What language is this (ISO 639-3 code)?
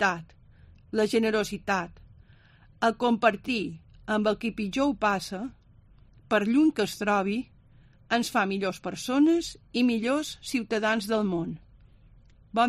cat